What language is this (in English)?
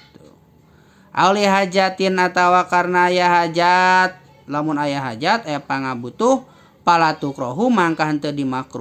Sundanese